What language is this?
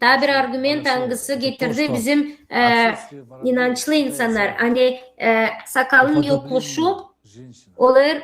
Gagauz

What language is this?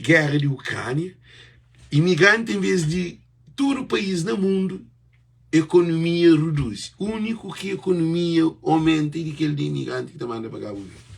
Kabuverdianu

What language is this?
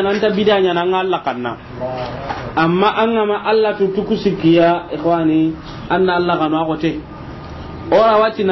Soninke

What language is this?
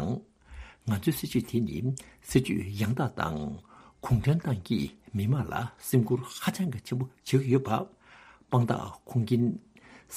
Tibetan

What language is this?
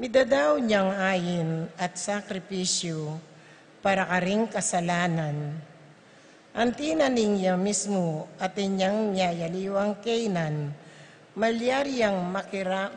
Pampanga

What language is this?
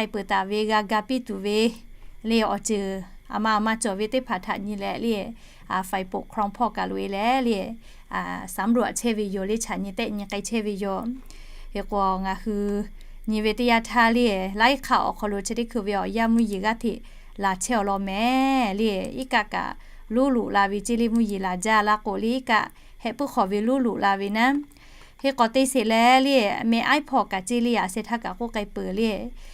Lahu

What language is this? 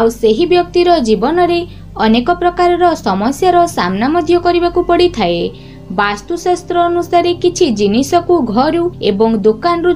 Odia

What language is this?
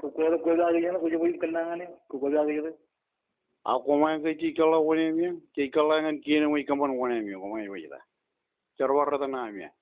Marshallese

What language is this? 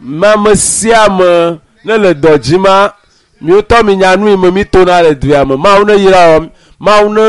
Ewe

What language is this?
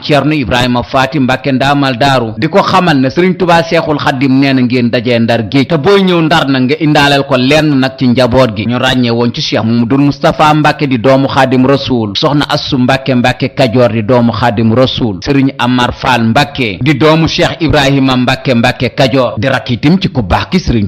Wolof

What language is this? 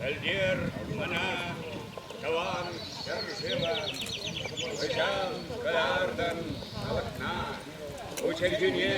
Chuvash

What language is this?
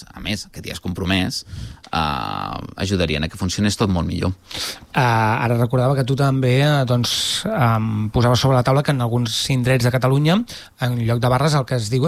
Catalan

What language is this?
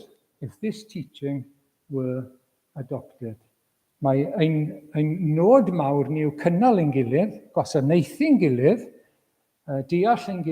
Welsh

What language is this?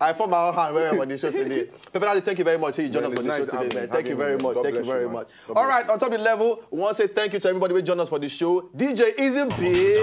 Nigerian Pidgin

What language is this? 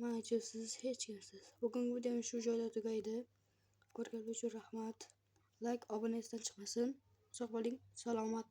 Uzbek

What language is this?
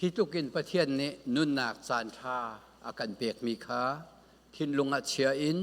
Falam Chin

